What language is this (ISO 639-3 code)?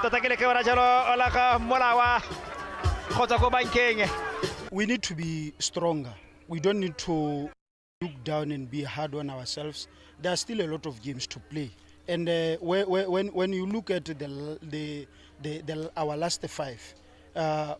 tsn